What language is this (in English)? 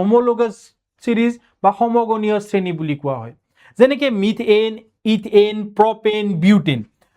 Assamese